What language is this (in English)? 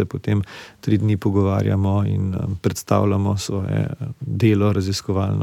Slovenian